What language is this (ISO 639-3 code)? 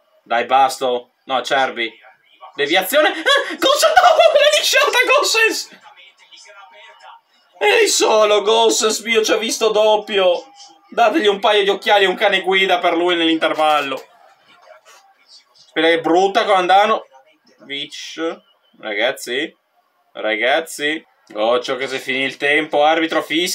ita